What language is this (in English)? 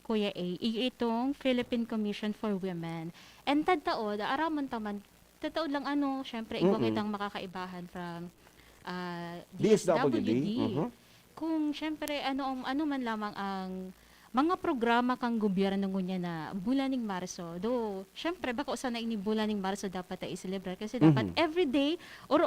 Bikol